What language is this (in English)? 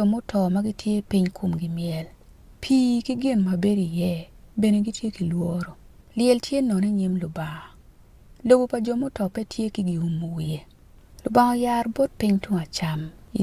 Acoli